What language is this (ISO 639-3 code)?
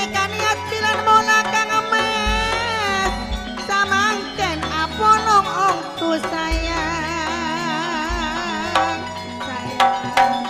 mad